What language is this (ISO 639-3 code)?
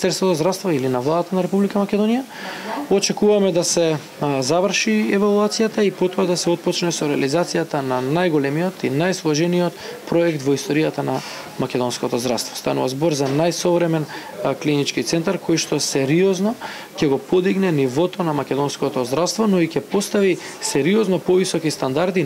mkd